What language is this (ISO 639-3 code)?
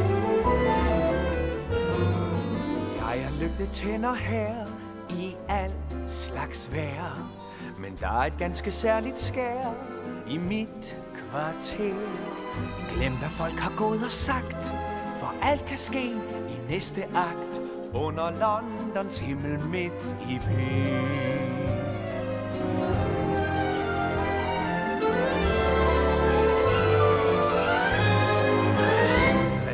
dan